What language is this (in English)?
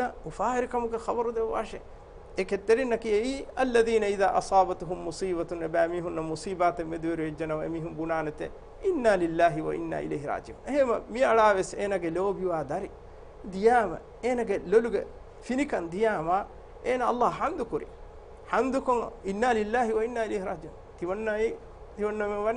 Divehi